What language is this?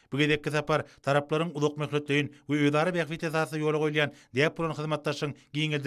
Turkmen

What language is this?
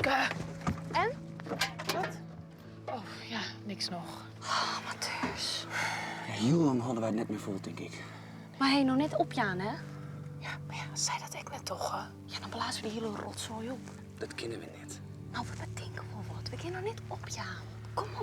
Western Frisian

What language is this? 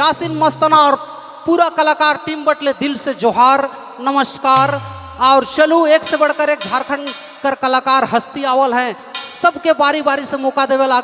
Sadri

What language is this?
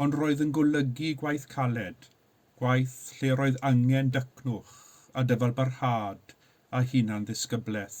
Welsh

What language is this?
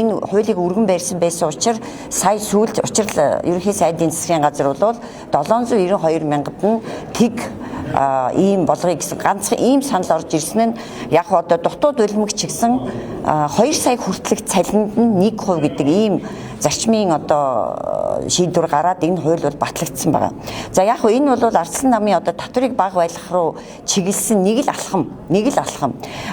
Mongolian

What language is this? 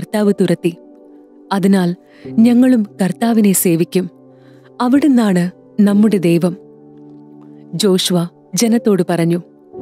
Malayalam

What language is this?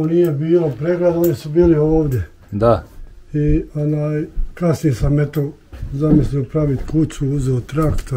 Bosnian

